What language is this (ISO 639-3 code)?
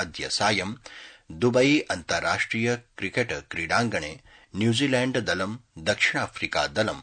san